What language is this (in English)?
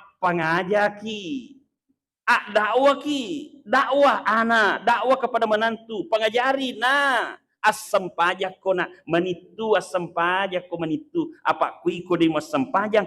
Buginese